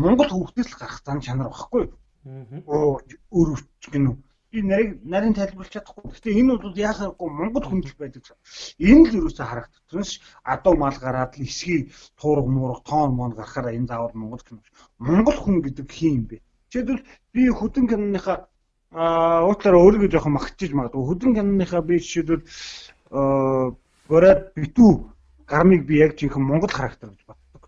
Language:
Mongolian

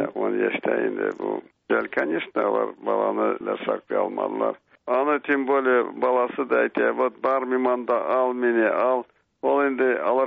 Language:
Tatar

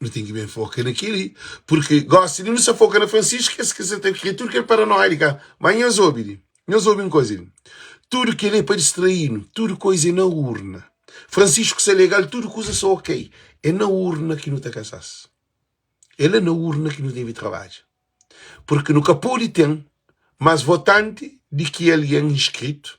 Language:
Kabuverdianu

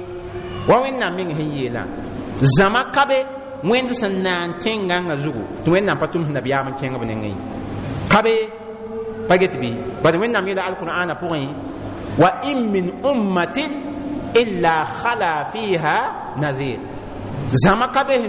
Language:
Mossi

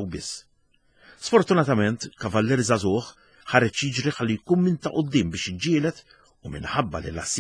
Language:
Maltese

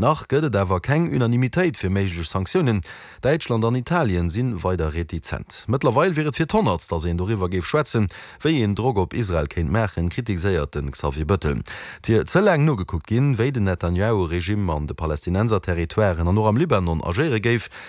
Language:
Luxembourgish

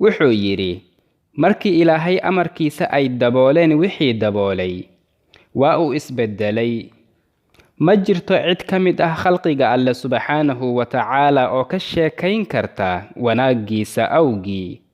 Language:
Somali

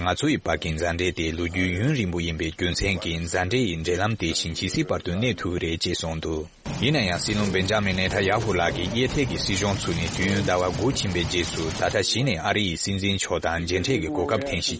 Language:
Tibetan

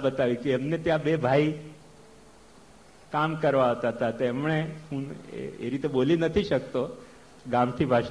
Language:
Gujarati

